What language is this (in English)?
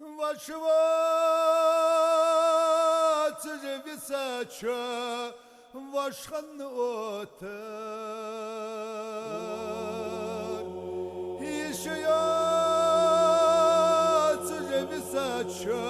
Ingush